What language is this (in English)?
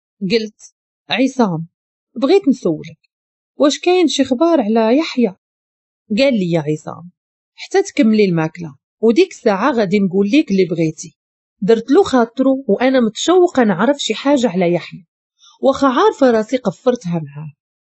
Moroccan Arabic